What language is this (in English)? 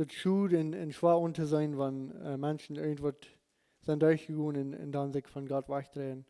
Plautdietsch